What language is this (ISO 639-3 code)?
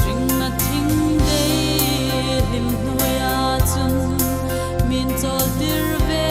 hmr